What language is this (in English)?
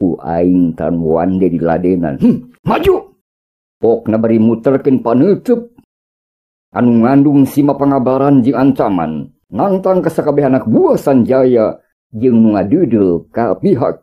Sundanese